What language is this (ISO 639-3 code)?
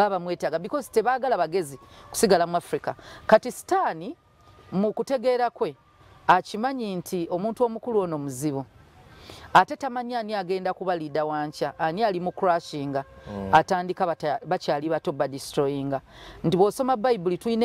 lug